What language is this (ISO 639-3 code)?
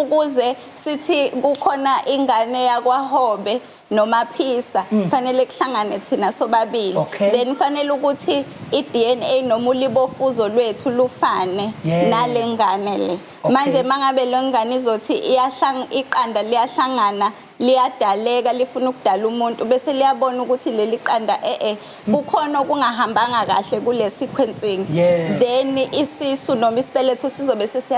zul